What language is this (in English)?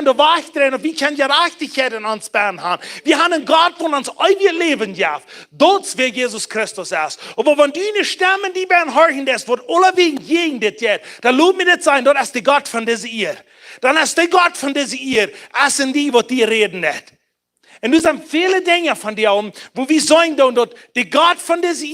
Plautdietsch